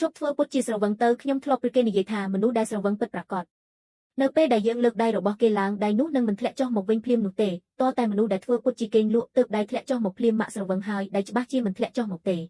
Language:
Khmer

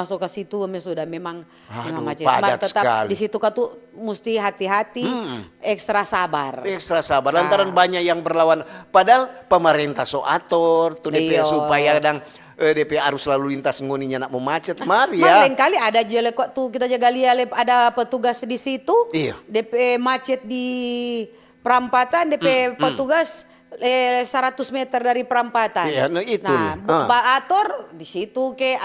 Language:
Manado Malay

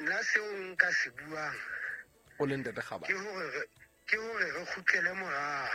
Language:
Southern Sotho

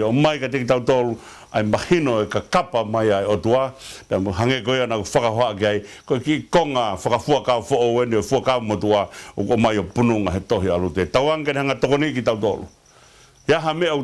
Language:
Tongan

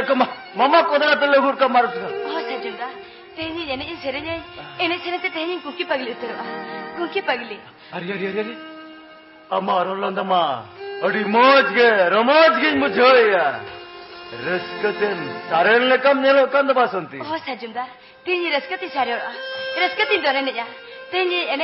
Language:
Santali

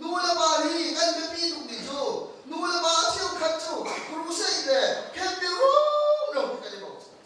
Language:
Hakha Chin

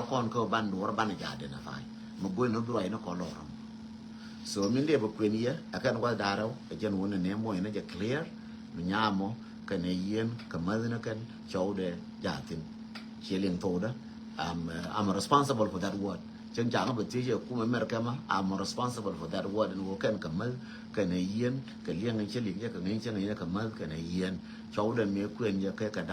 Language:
Nuer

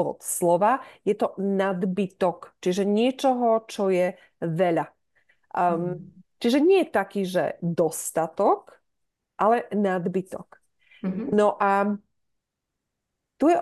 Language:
Slovak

